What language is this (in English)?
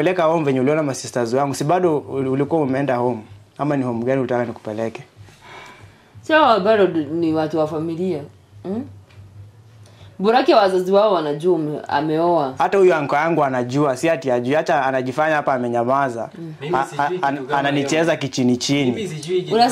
Swahili